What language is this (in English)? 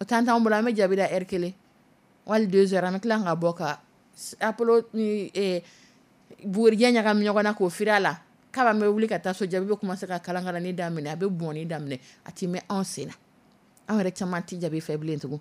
Dyula